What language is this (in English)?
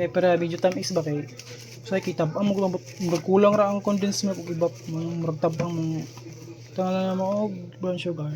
Cebuano